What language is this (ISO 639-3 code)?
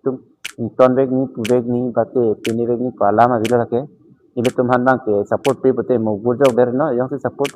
mjw